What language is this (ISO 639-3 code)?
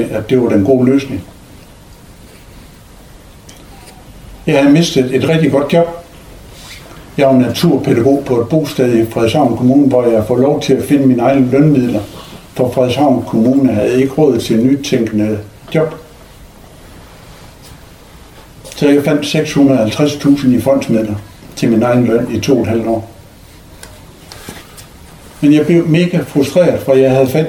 dan